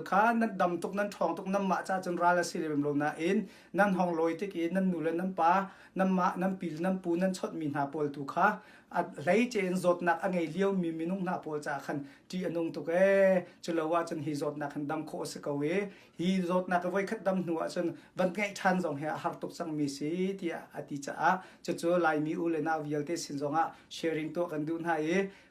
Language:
Hakha Chin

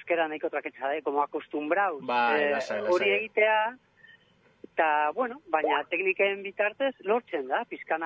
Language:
Basque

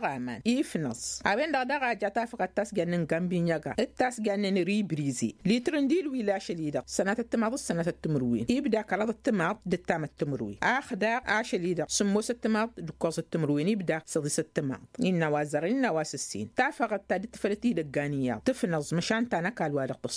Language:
Tamasheq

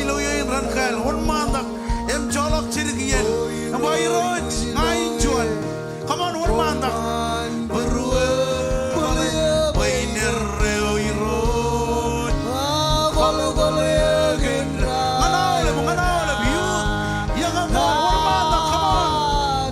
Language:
Marshallese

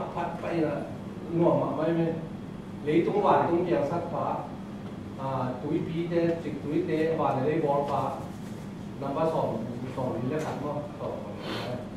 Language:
Tedim Chin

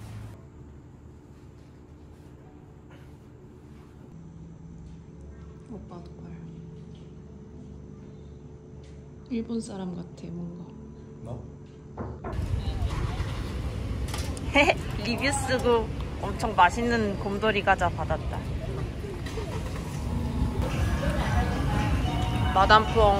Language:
Korean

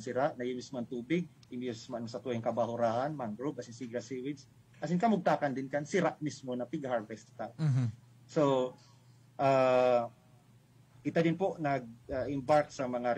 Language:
Bikol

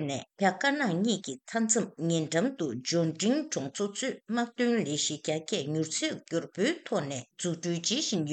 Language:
Tibetan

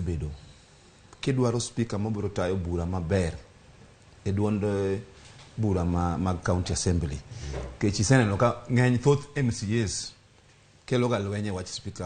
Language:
Luo (Kenya and Tanzania)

